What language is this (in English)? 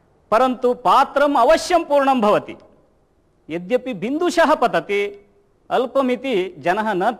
Sanskrit